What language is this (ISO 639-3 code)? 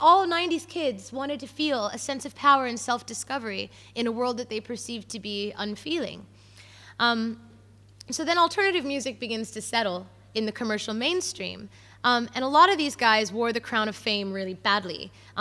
eng